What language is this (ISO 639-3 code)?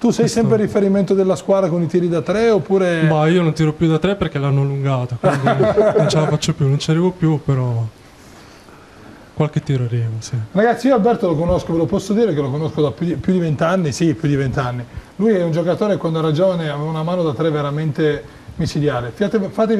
ita